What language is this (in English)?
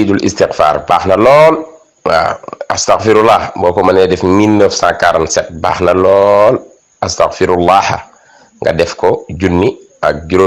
Wolof